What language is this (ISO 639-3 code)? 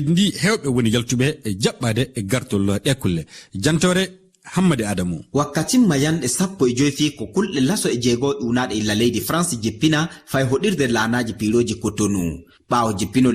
ful